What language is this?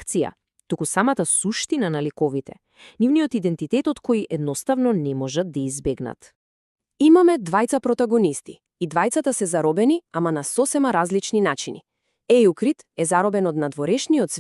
Macedonian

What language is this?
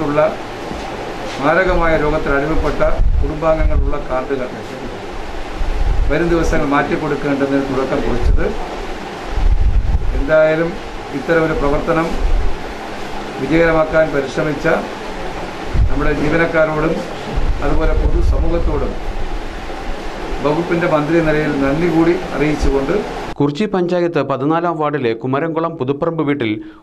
Malayalam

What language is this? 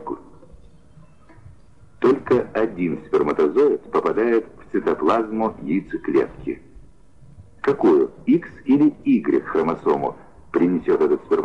Russian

